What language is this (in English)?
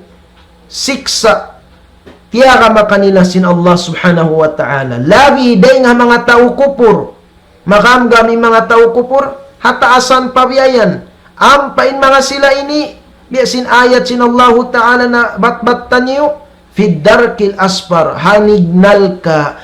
Tausug